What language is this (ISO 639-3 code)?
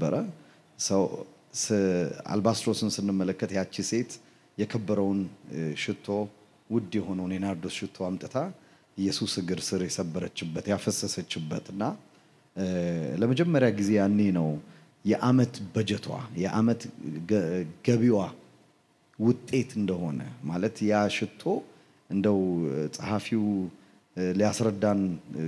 amh